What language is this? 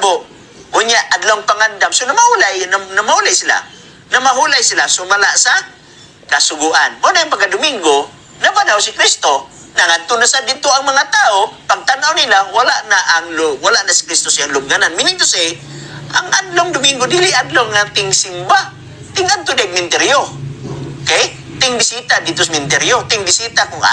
Cebuano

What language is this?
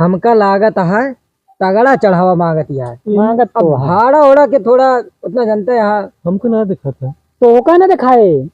Awadhi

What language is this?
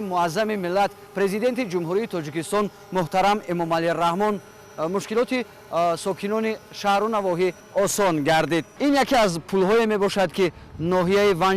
Tajik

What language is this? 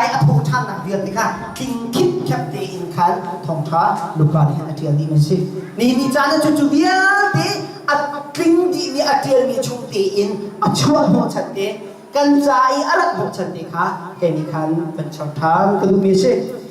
Hakha Chin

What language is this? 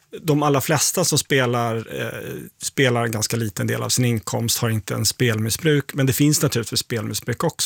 Swedish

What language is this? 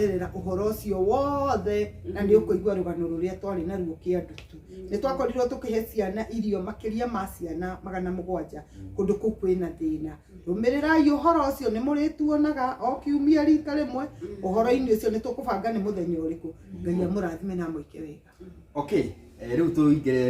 Kikuyu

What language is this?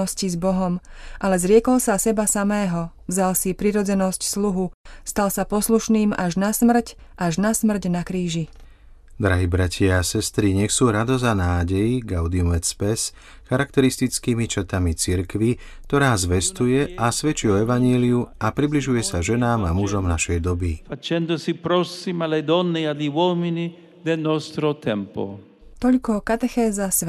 Slovak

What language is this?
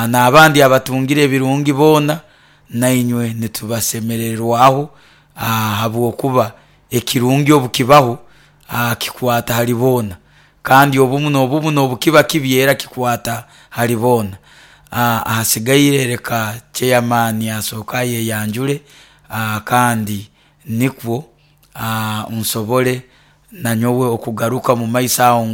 Nyoro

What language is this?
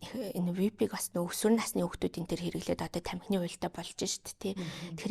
Mongolian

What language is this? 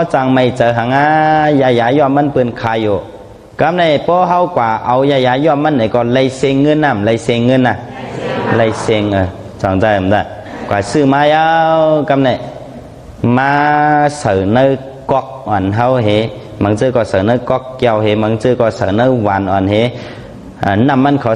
Shan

